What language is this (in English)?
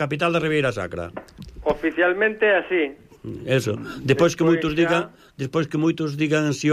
Galician